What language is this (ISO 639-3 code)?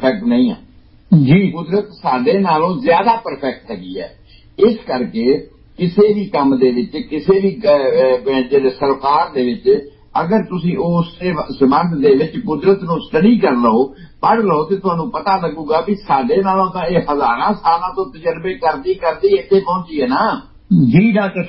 pan